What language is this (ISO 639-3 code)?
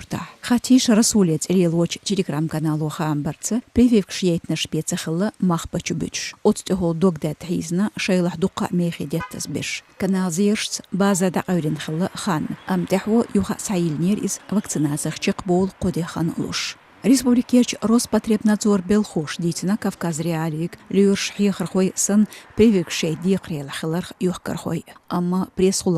che